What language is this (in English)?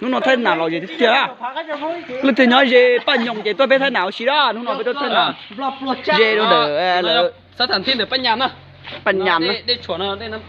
Hmong